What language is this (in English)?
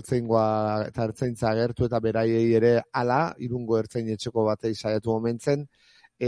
Basque